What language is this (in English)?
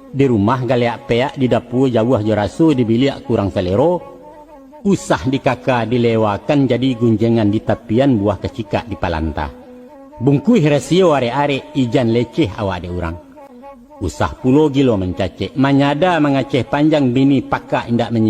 Minangkabau